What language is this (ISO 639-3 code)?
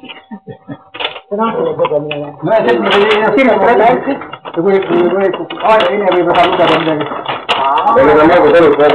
est